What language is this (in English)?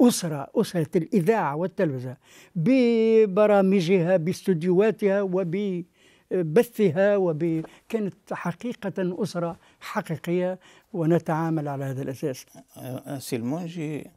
Tunisian Arabic